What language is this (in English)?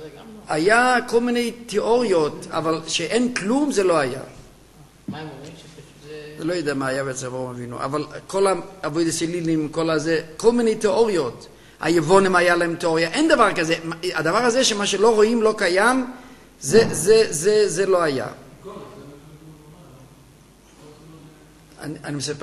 Hebrew